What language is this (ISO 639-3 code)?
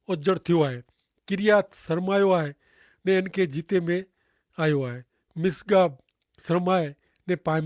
kfr